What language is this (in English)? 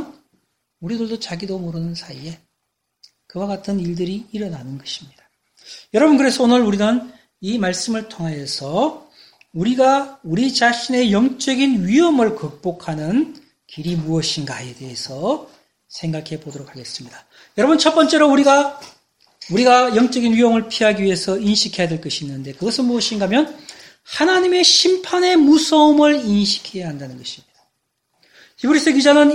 Korean